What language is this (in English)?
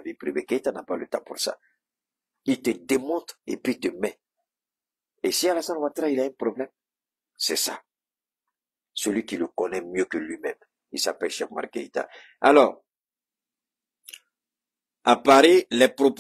French